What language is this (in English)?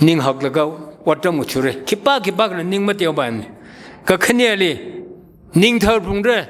Tangkhul Naga (India)